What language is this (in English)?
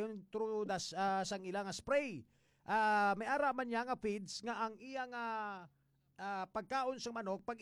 Hiligaynon